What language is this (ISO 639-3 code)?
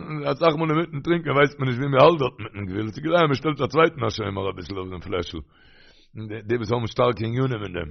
yid